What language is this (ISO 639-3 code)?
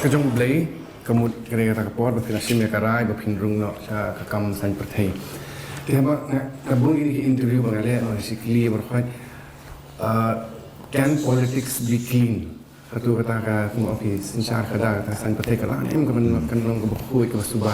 kha